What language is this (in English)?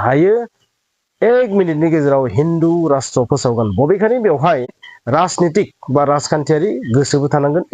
Bodo